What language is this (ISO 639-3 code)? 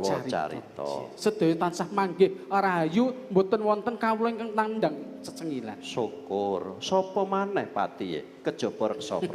jav